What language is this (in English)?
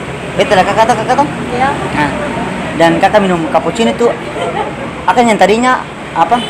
Ambonese Malay